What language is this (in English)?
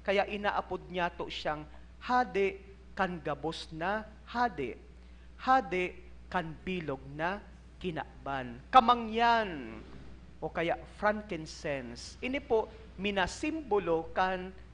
Bikol